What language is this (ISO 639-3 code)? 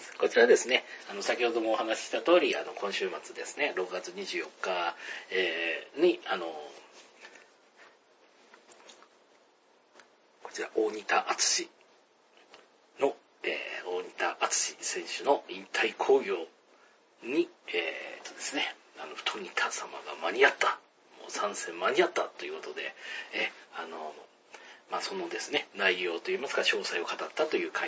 jpn